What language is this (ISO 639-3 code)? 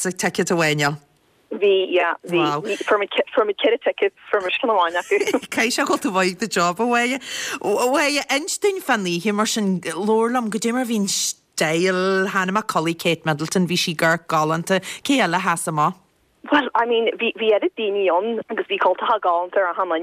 gle